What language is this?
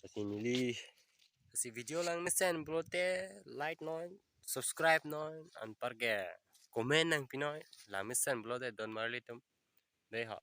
Karbi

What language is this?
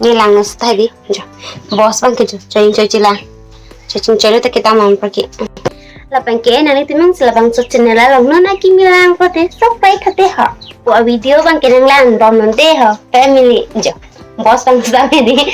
Karbi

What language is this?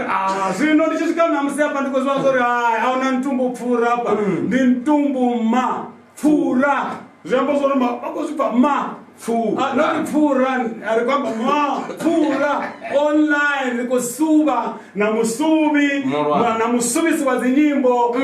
Venda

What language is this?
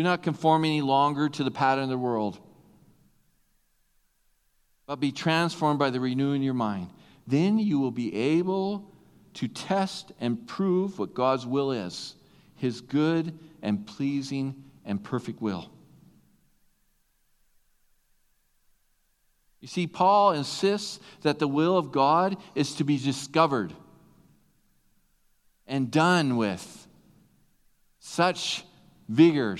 English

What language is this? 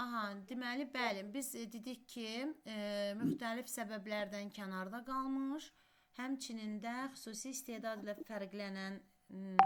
Azerbaijani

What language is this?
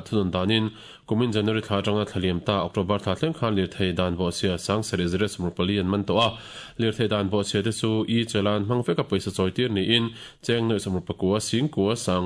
Mizo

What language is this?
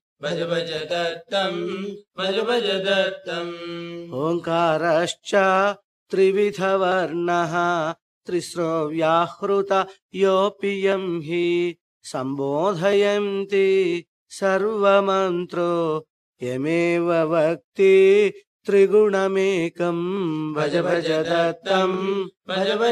Sanskrit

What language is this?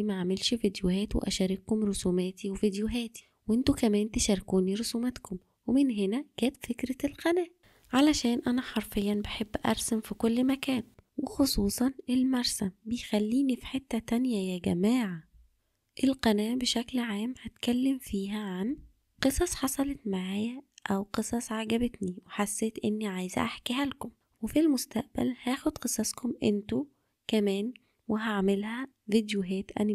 Egyptian Arabic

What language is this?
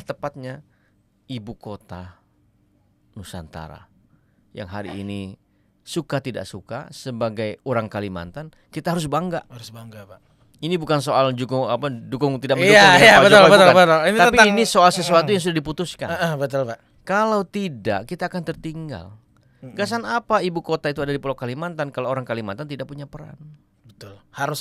Banjar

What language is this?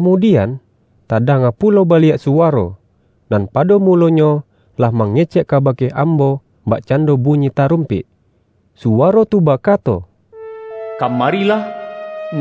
Minangkabau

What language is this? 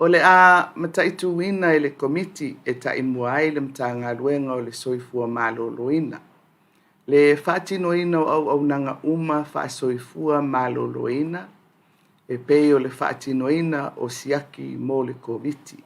Samoan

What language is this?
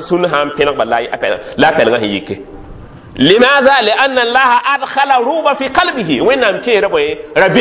Mossi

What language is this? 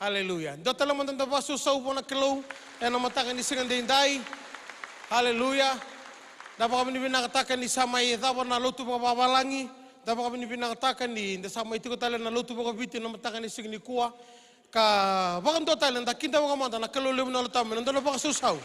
Fijian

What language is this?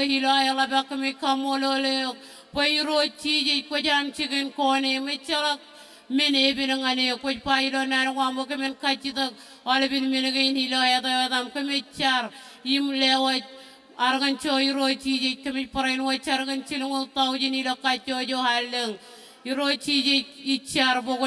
Marshallese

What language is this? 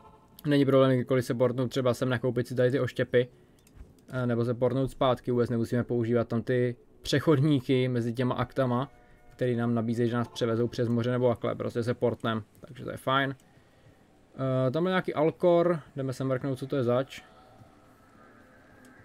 Czech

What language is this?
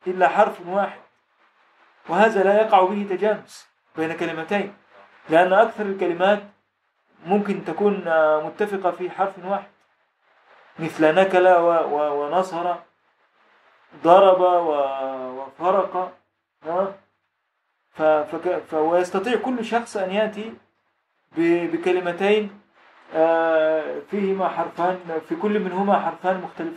Egyptian Arabic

